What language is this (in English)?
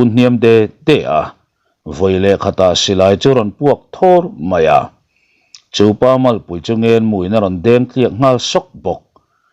Mizo